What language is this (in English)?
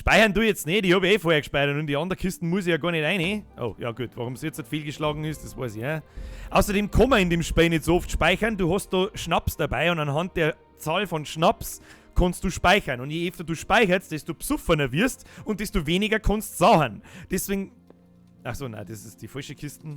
Bavarian